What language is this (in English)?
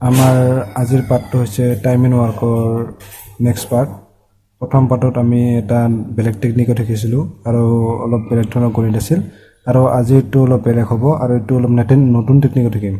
Assamese